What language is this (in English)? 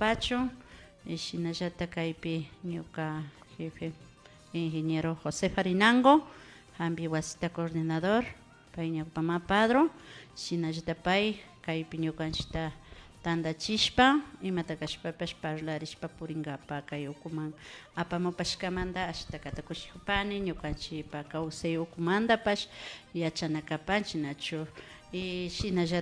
Imbabura Highland Quichua